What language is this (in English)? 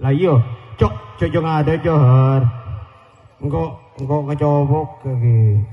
Madurese